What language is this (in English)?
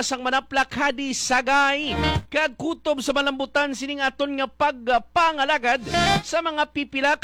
Hiligaynon